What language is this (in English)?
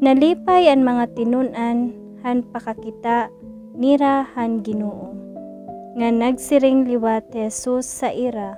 Waray